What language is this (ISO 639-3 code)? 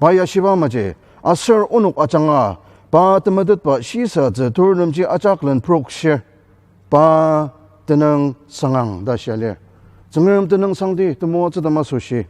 njo